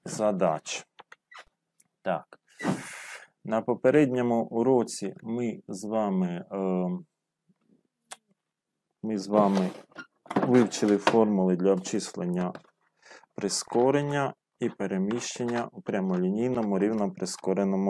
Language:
Ukrainian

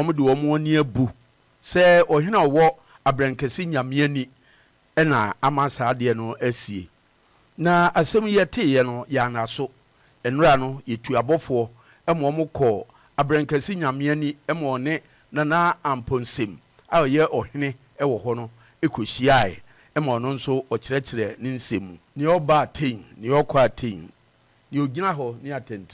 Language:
Akan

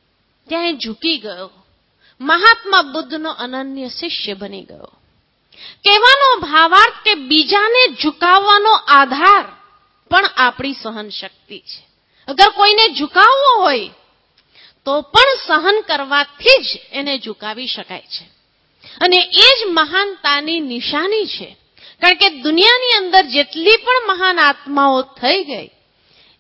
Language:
Gujarati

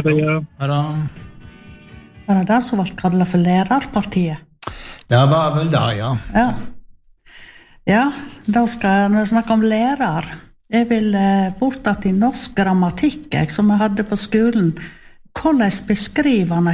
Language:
Norwegian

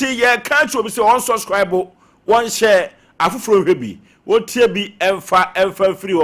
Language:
Akan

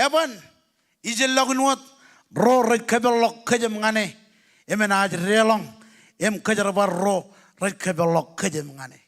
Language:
Marshallese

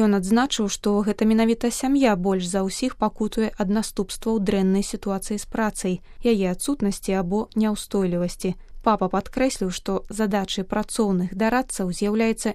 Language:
Belarusian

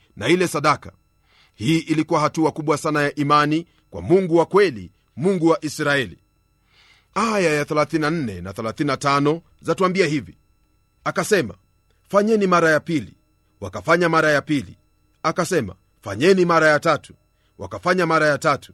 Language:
Swahili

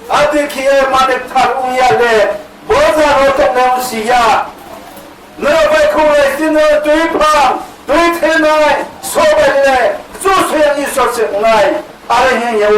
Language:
Riang (India)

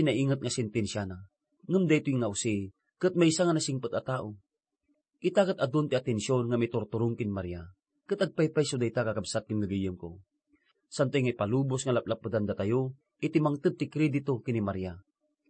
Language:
Iloko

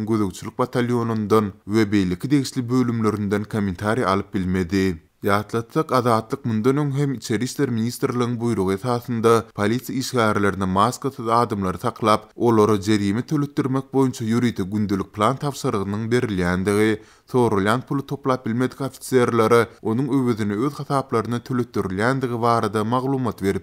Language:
Turkmen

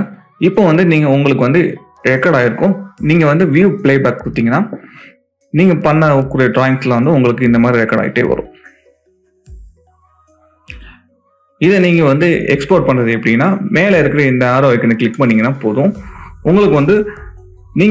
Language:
Tamil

